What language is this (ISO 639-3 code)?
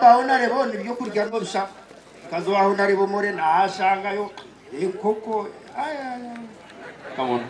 nyn